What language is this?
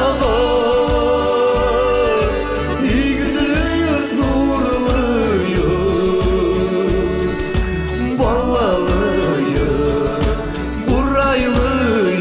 Tatar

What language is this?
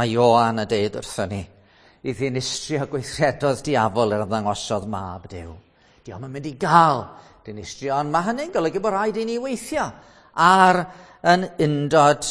Welsh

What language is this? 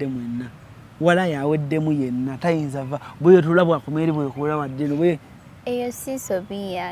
Ganda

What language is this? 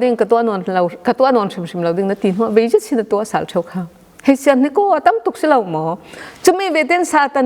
Falam Chin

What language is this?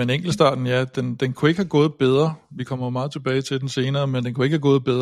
Danish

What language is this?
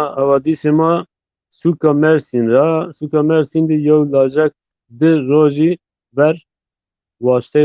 Zaza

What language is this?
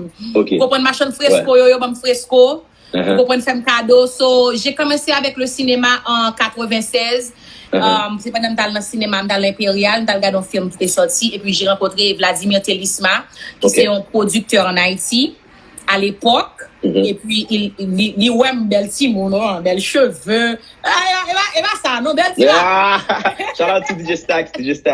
Haitian Creole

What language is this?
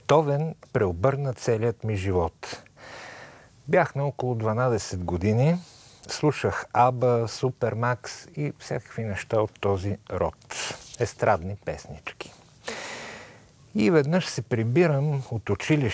Bulgarian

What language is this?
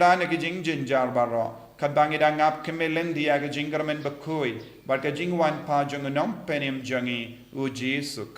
Khasi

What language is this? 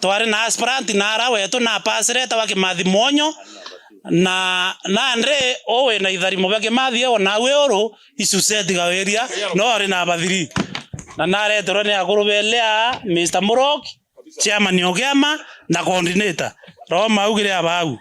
Meru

